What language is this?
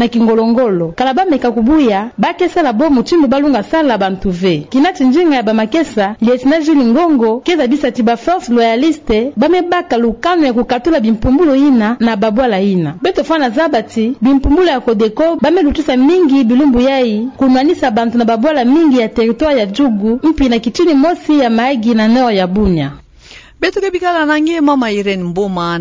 Kituba (Democratic Republic of Congo)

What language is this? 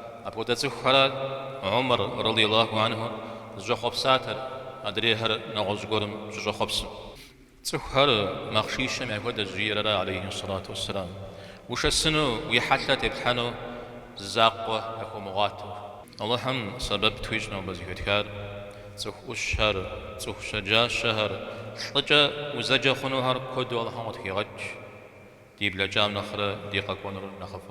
Kabardian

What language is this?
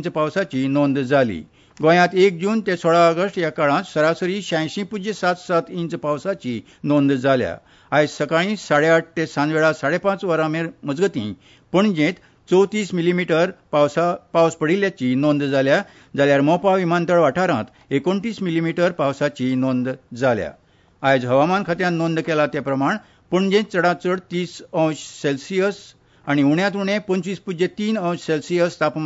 Konkani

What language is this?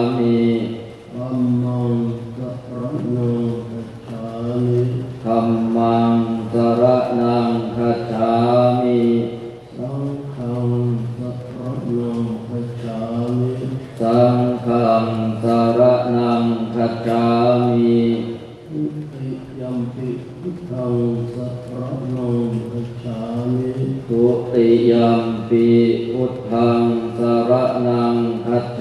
Pali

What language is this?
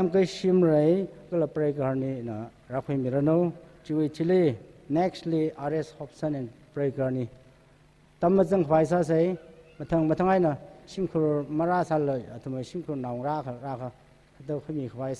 Tangkhul Naga (India)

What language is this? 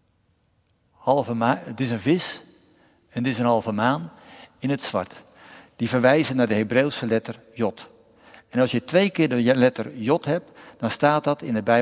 Dutch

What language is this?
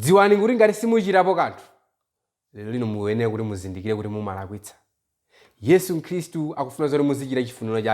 Nyanja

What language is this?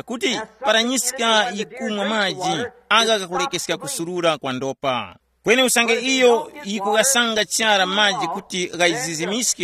Tumbuka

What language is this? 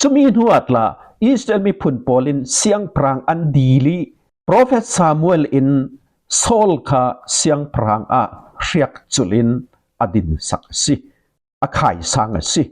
Falam Chin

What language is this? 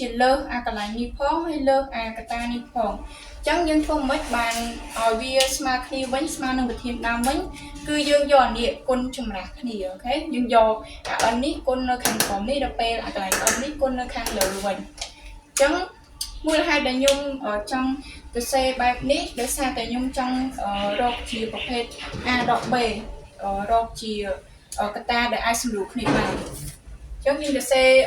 Khmer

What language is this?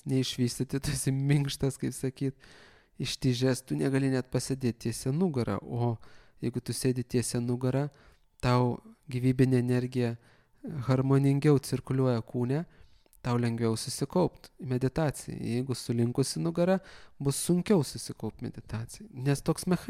Lithuanian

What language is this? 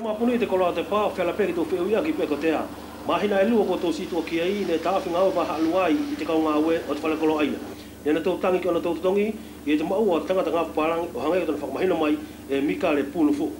Wallisian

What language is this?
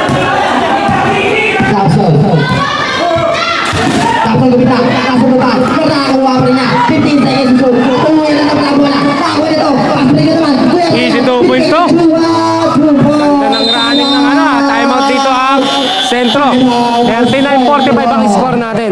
Filipino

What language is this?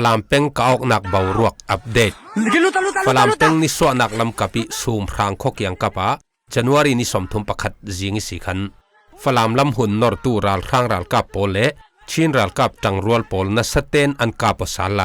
Falam Chin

